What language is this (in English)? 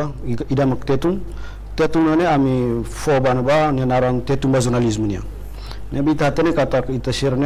Tetum